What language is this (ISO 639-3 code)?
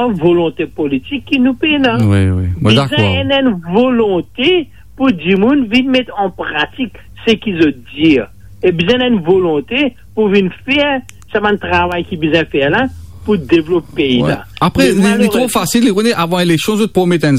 mfe